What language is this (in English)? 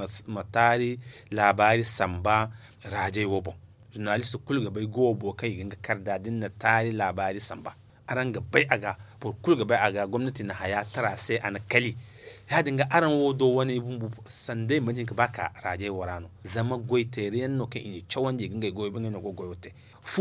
Zarma